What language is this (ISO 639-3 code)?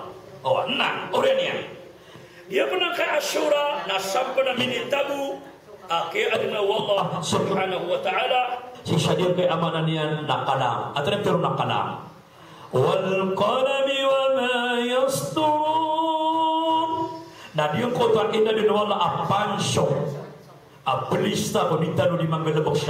mrw